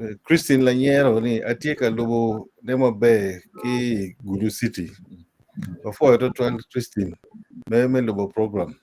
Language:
Acoli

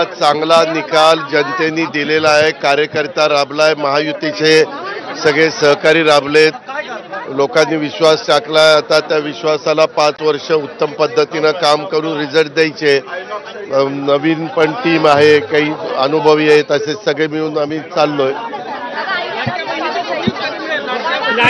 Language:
Marathi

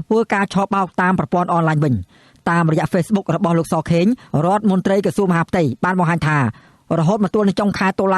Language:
Khmer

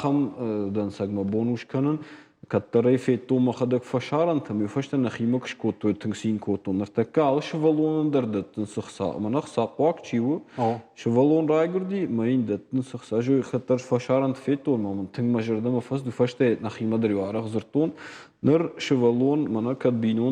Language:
Ossetic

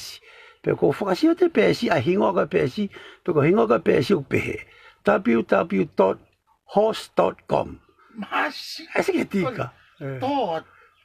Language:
Tongan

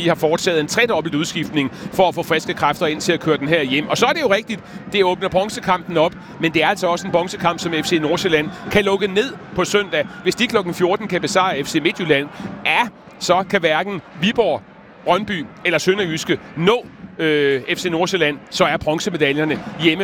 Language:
Danish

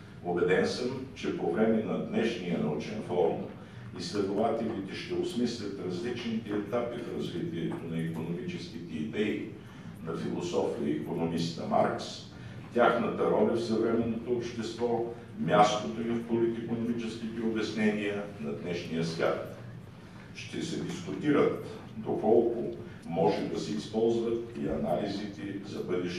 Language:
Bulgarian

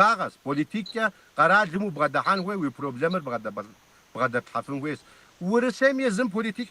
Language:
Kabardian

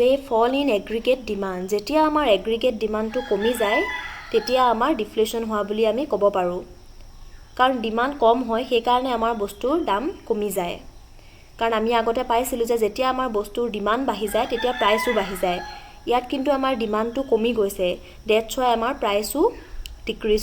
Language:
Assamese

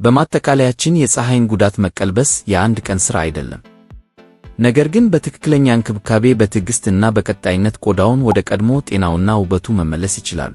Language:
Amharic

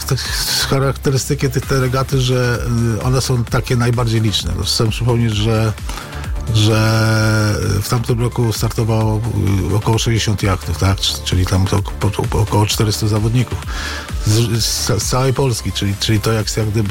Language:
Polish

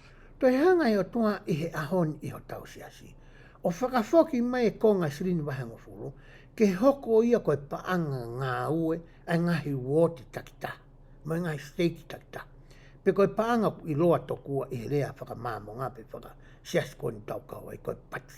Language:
Tongan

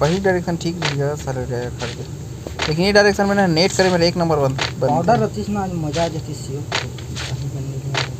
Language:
Chhattisgarhi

